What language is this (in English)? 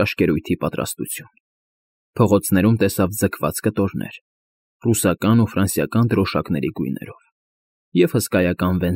Armenian